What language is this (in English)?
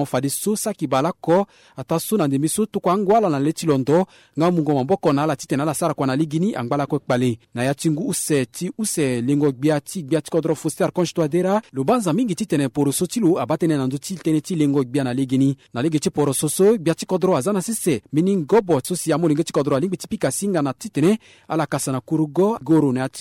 Sango